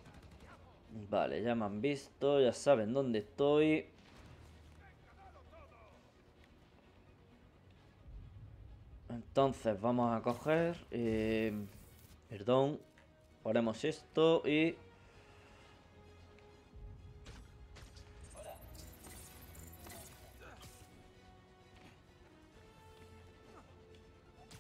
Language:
Spanish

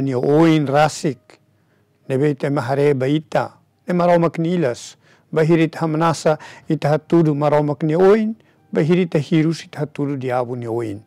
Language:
Tetum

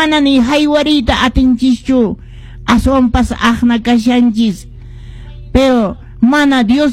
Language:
Quechua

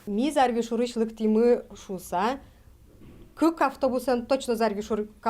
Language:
Udmurt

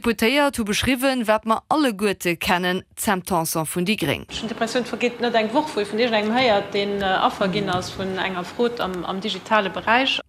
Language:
Luxembourgish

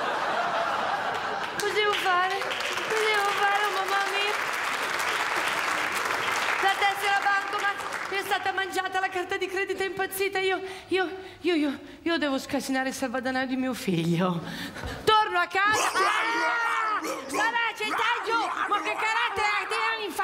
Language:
Italian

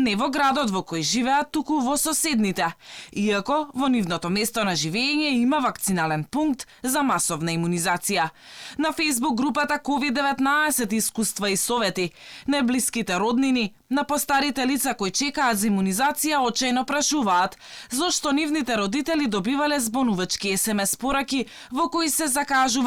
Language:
Macedonian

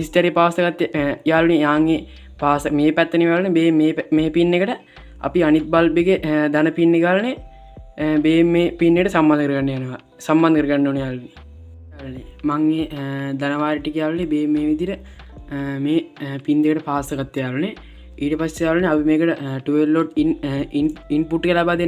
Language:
Sinhala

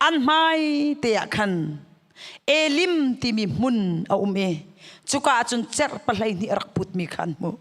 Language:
Hakha Chin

